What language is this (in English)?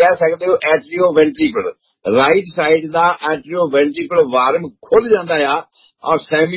Punjabi